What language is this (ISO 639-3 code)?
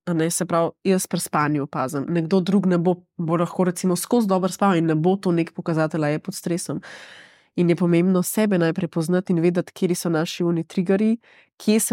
slv